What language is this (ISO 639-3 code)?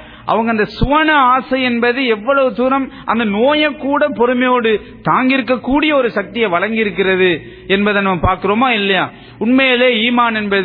tam